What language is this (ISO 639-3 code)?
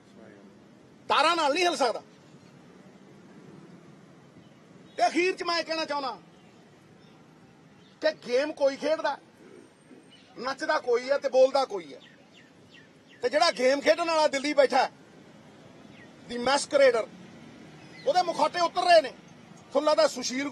pan